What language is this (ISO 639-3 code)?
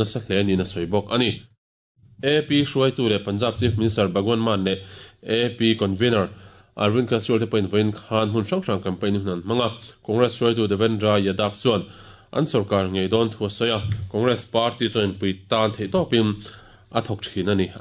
lus